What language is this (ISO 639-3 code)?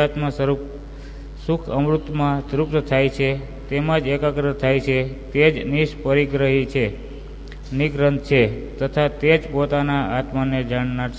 guj